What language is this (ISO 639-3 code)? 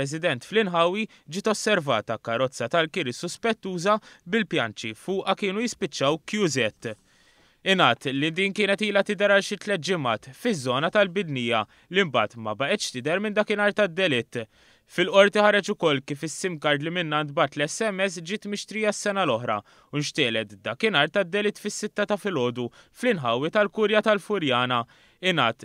mlt